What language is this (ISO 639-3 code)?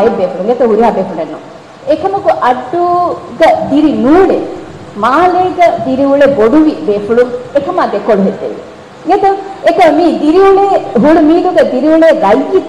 div